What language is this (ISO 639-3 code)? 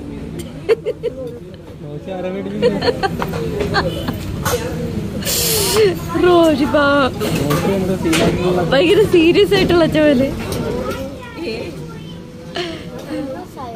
mal